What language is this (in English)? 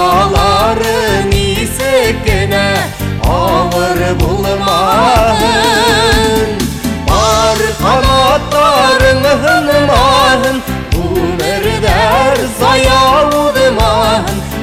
Kazakh